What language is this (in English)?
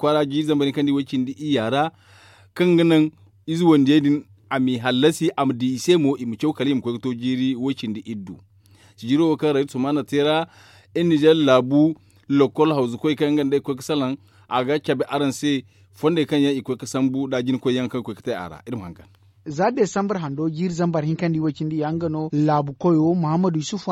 Zarma